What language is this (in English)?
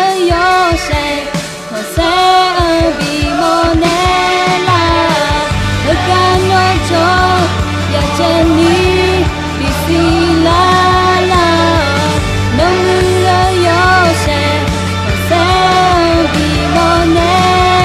Akha